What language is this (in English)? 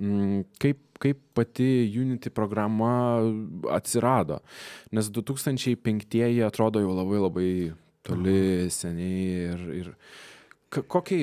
Lithuanian